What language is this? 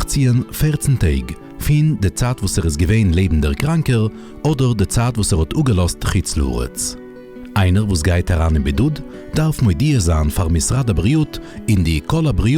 Yiddish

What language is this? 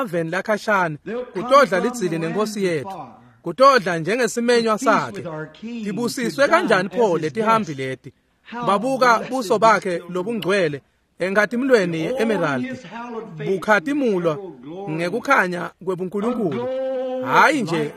Swati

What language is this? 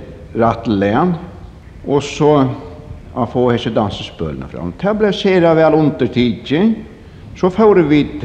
Faroese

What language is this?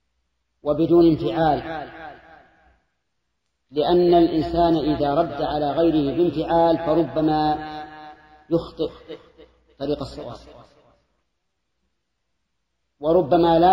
Arabic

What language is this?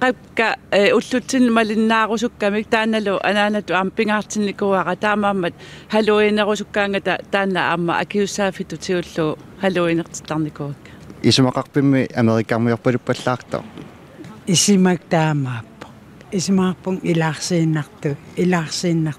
Kalaallisut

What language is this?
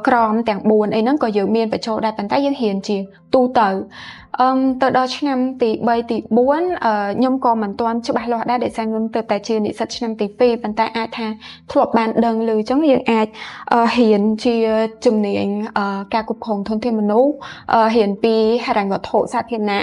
Khmer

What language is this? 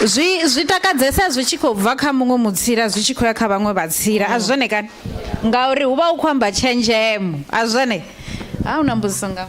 Venda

